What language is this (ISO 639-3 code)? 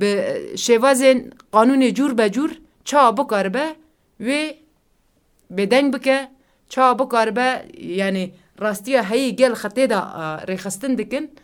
kur